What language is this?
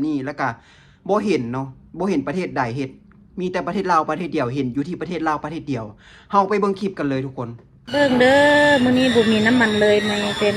Lao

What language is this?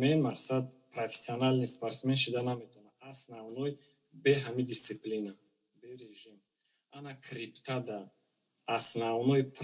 Tajik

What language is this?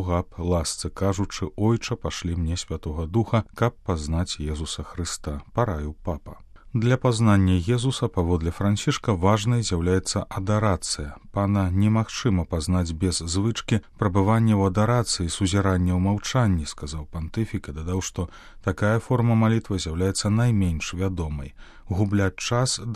Belarusian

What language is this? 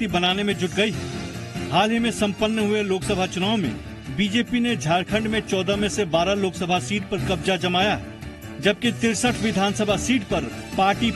Hindi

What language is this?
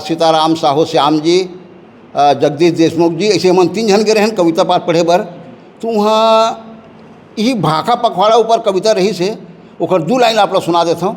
Chhattisgarhi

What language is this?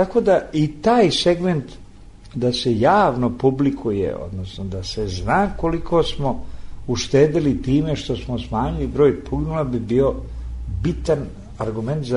Serbian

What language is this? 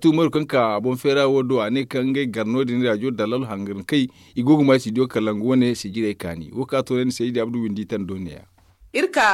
Zarma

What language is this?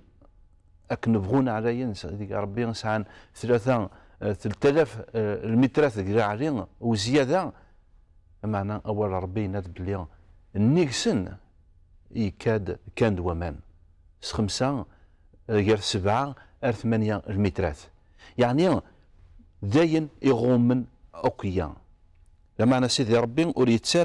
Kabyle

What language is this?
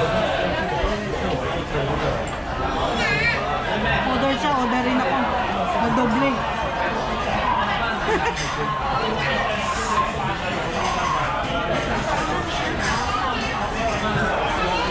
Filipino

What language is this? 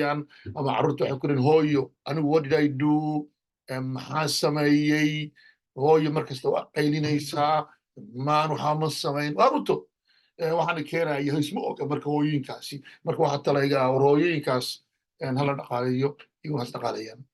Somali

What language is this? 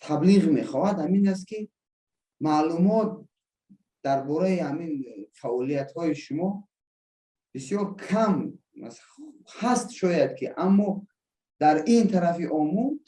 Persian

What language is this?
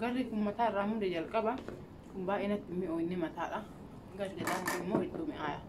Oromo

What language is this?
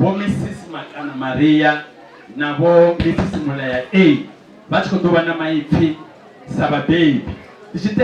Venda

